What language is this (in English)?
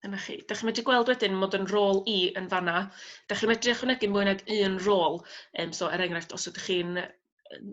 Welsh